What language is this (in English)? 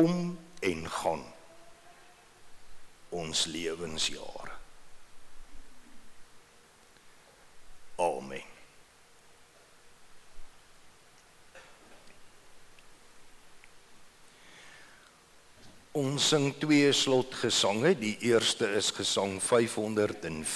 Afrikaans